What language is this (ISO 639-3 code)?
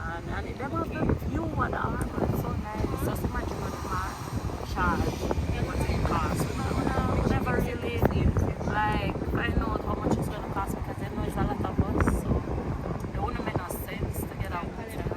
jam